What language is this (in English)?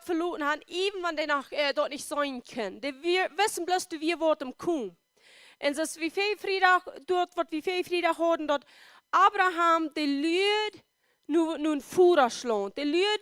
Plautdietsch